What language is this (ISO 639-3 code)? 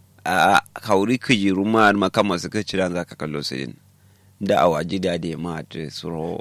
kau